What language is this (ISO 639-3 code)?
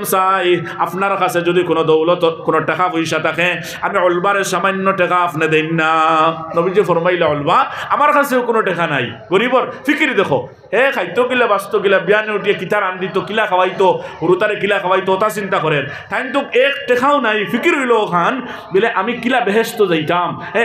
syl